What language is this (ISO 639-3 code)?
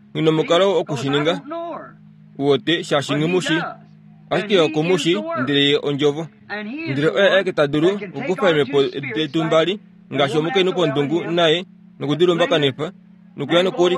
kua